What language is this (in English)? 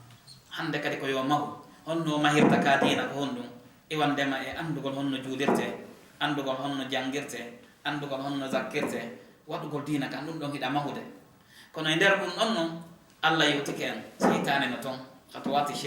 Fula